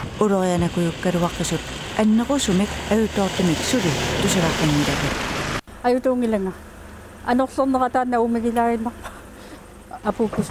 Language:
Kalaallisut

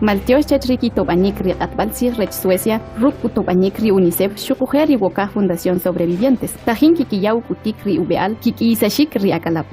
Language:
Kʼicheʼ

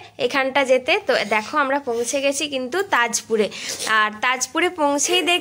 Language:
Bangla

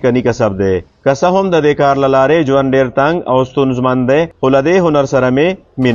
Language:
Pashto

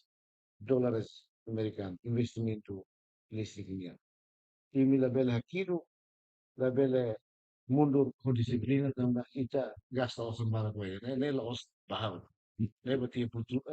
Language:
Tetum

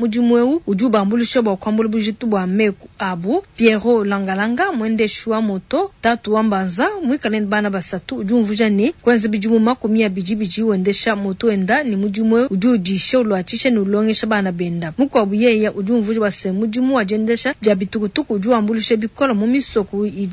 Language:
Luba-Lulua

